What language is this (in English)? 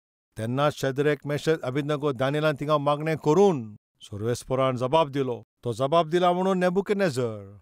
Konkani